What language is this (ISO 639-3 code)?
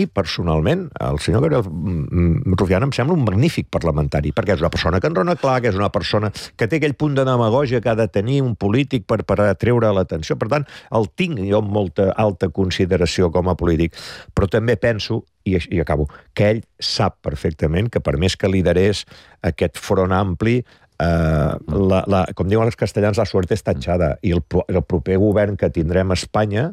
cat